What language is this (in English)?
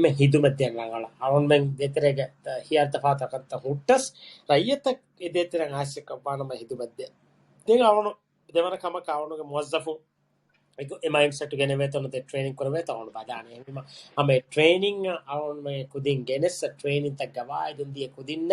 Divehi